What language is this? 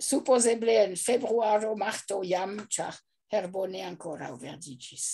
Esperanto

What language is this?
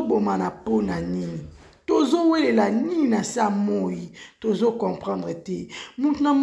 Lingala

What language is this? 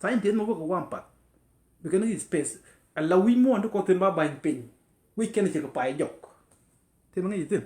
Nuer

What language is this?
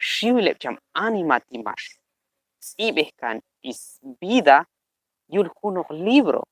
Q'anjob'al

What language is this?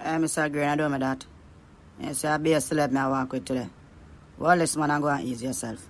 Jamaican Creole English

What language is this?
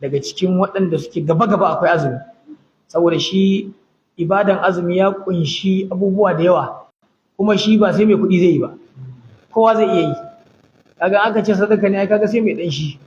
Hausa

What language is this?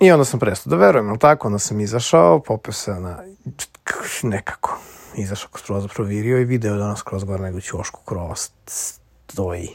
Serbian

